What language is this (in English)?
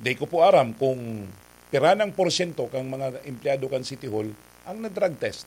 Bikol